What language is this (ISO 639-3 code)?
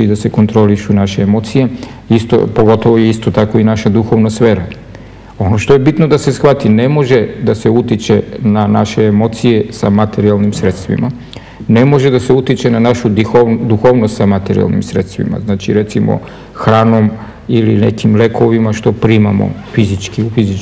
srp